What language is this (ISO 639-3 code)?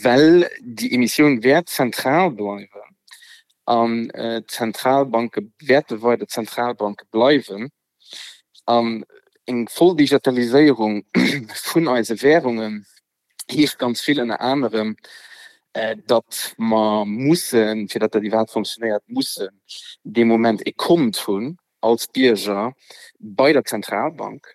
ltz